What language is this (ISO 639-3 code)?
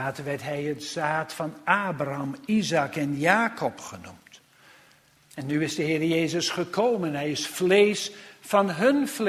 nld